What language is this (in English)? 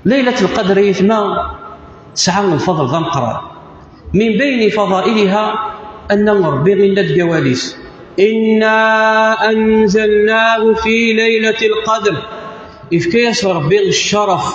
Kabyle